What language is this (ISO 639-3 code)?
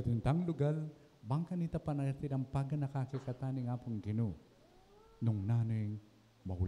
pam